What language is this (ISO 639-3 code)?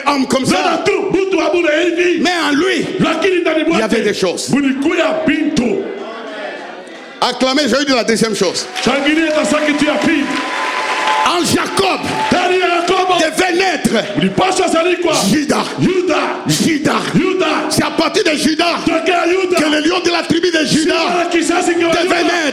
fra